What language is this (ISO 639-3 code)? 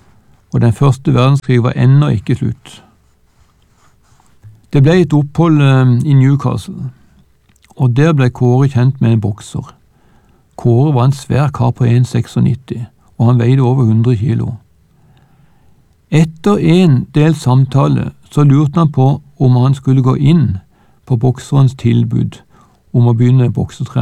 nor